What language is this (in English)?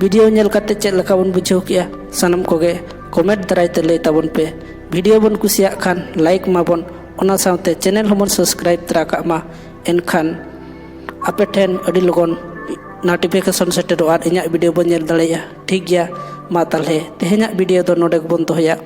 Santali